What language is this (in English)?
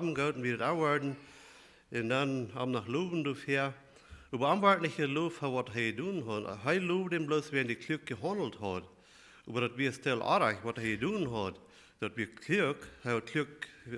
Plautdietsch